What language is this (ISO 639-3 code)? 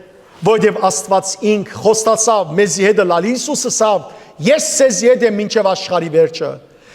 hyw